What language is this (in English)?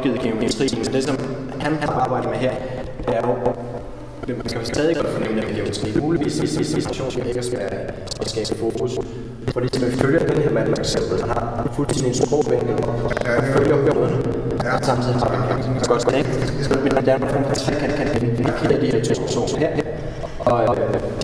Danish